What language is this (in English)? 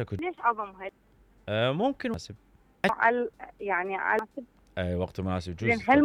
Mesopotamian Arabic